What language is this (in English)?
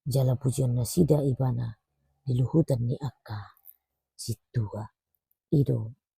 Batak Toba